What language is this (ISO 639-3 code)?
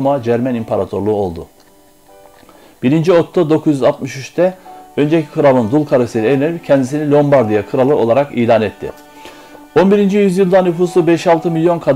tur